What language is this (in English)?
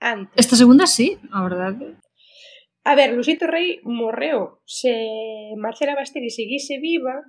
Galician